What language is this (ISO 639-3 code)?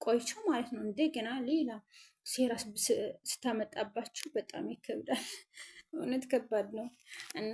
amh